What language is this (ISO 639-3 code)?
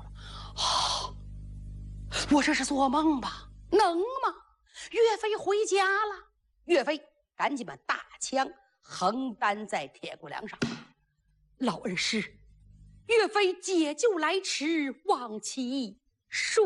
zho